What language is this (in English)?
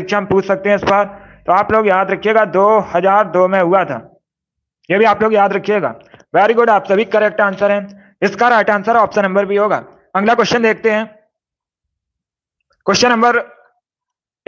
Hindi